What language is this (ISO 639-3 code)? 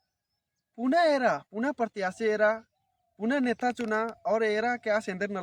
kru